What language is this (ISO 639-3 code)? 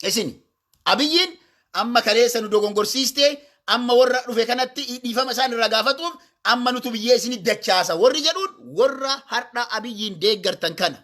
orm